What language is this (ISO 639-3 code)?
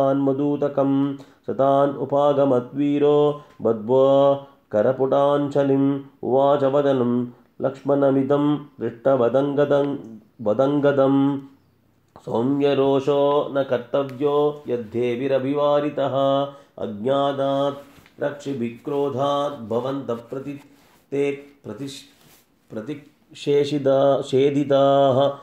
san